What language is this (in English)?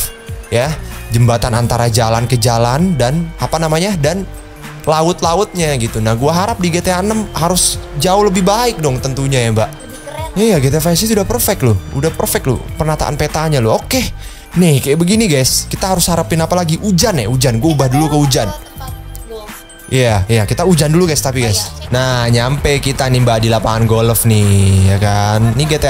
Indonesian